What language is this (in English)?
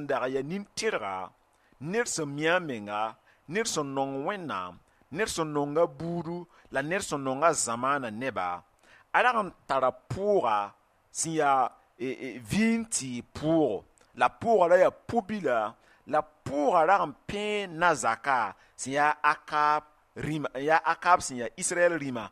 Mossi